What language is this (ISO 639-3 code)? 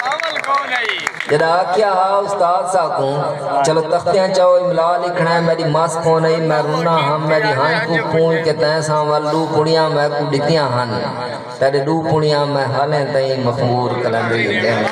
skr